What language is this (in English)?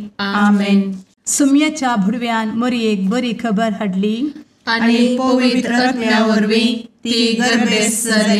Konkani